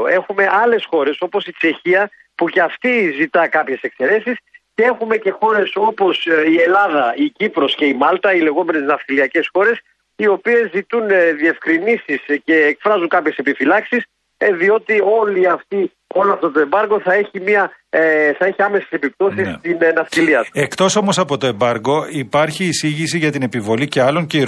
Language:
Greek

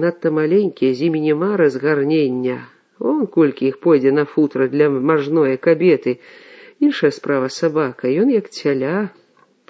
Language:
Belarusian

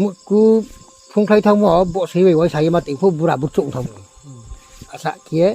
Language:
Riang (India)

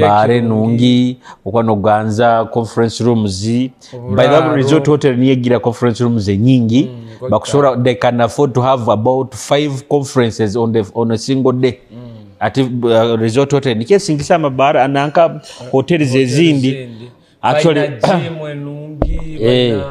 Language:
Nyoro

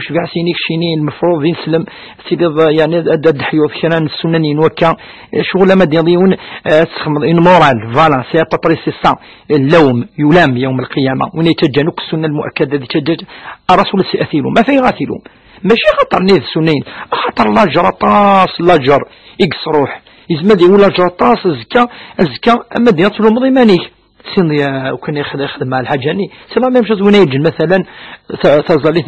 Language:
Kabyle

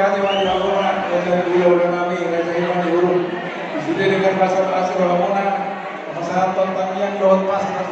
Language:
Batak Toba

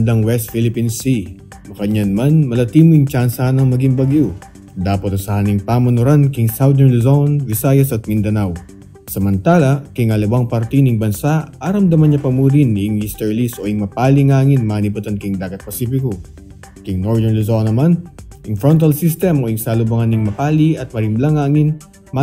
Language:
Pampanga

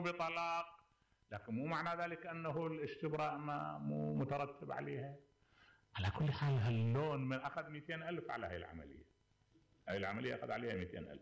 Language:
Mesopotamian Arabic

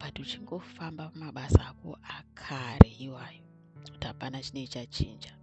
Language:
Shona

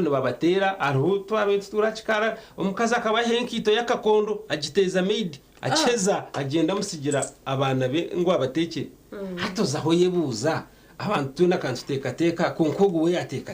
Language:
Nyankole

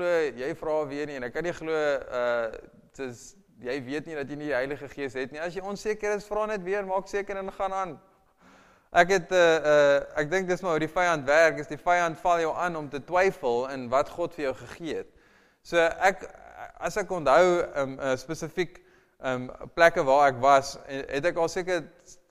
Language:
Afrikaans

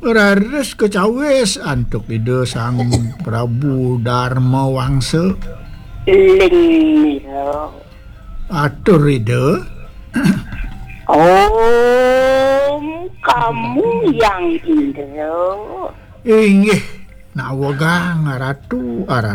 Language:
Balinese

